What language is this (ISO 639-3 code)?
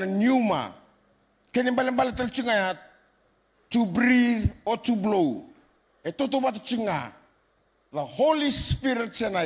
fij